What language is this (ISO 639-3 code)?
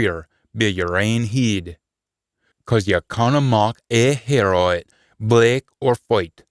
sco